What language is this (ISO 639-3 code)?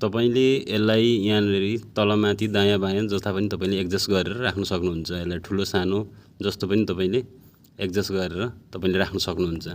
nep